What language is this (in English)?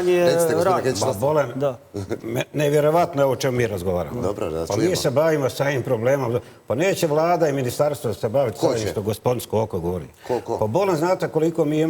Bosnian